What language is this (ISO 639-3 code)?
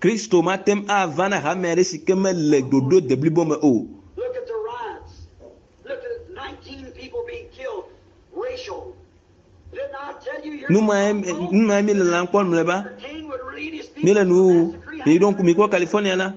ewe